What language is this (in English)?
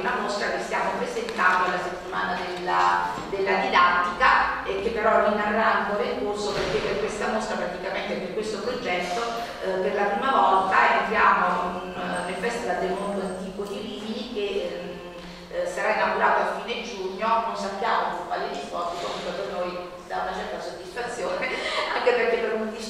Italian